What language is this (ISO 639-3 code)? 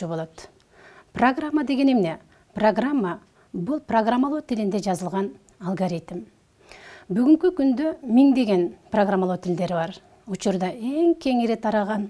kir